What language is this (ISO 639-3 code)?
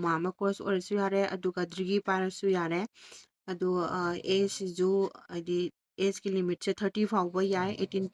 mni